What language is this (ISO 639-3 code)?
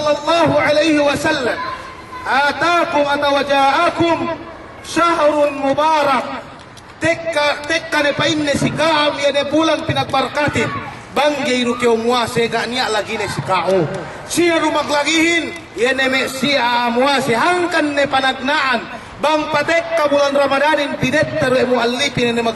yka